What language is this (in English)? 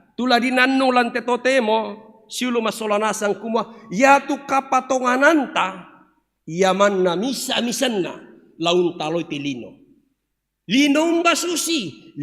Toraja-Sa'dan